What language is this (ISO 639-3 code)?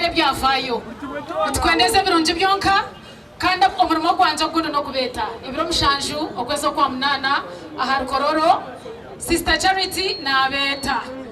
nyn